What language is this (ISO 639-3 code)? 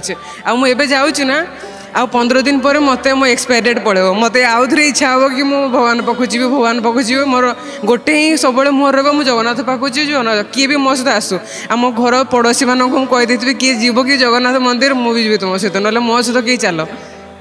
ori